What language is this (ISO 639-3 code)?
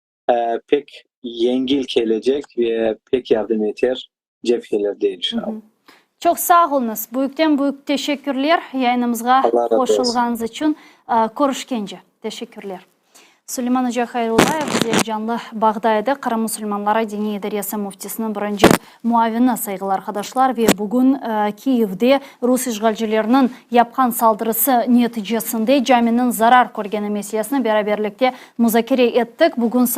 crh